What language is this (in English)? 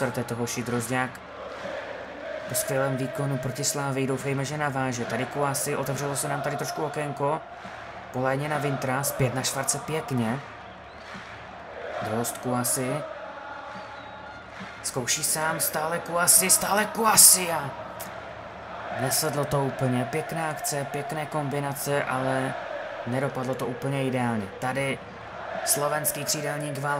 Czech